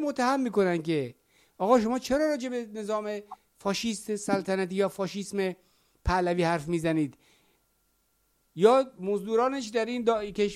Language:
Persian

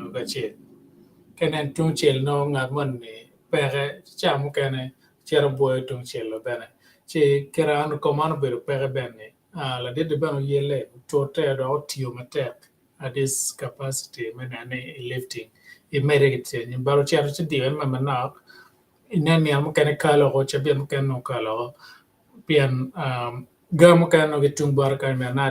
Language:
Acoli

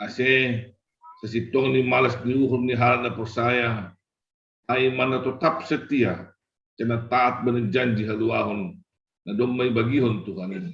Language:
Batak Simalungun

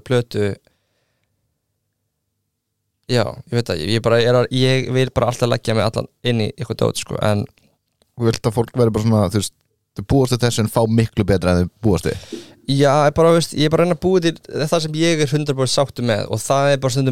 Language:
Icelandic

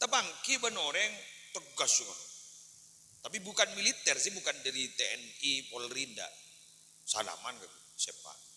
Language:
Madurese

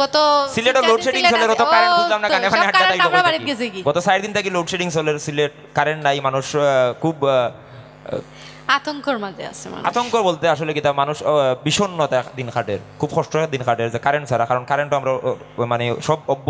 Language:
Sylheti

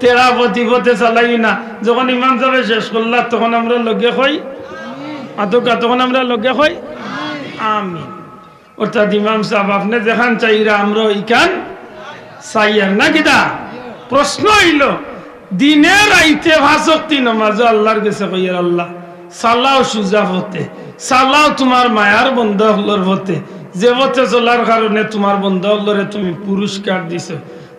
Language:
Sylheti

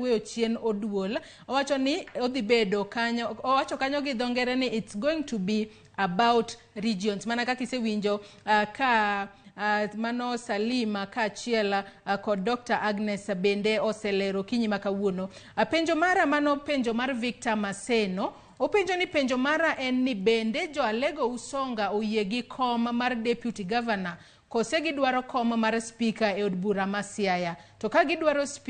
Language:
Luo (Kenya and Tanzania)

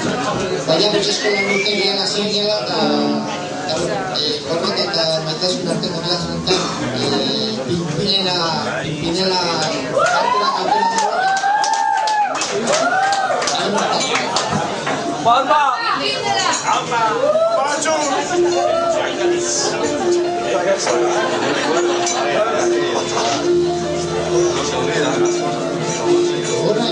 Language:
Basque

